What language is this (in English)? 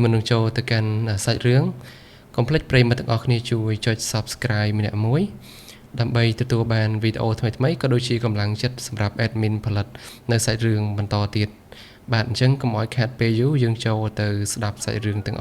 Khmer